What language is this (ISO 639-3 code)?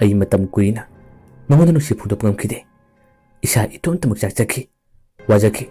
mni